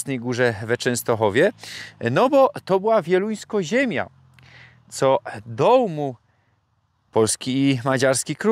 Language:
Silesian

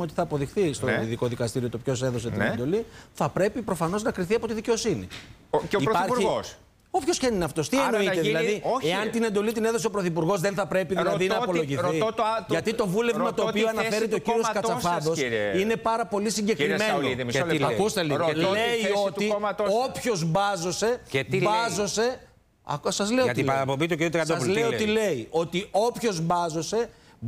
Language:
Greek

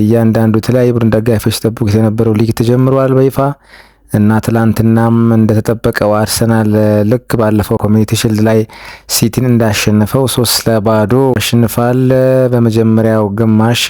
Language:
Amharic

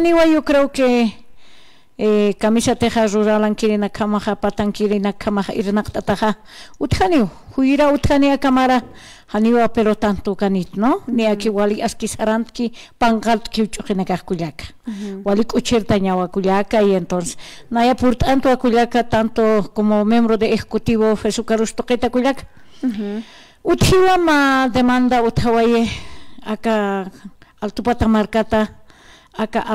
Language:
Aymara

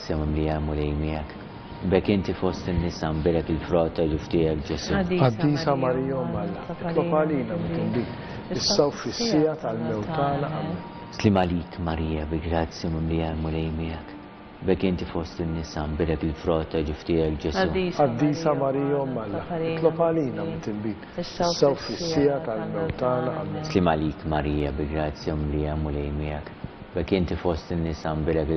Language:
Maltese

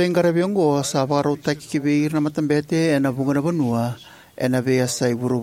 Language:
Fijian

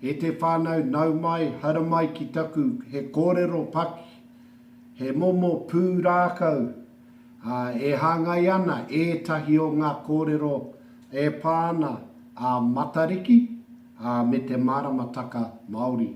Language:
Māori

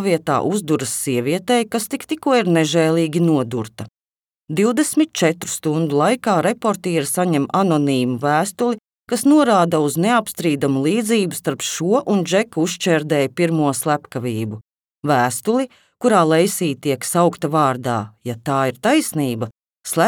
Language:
Latvian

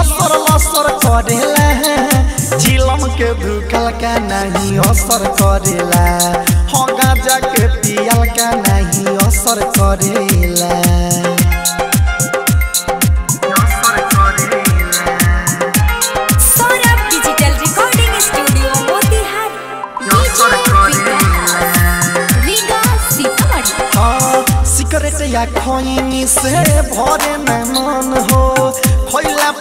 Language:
Bhojpuri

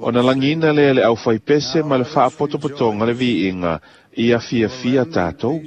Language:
Samoan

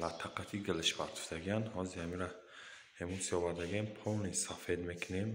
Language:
Tajik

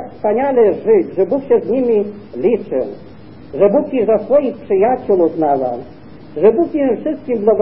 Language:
Polish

